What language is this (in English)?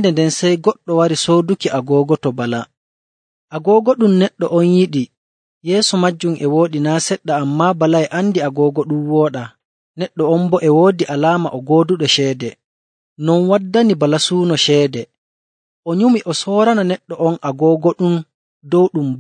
Nigerian Fulfulde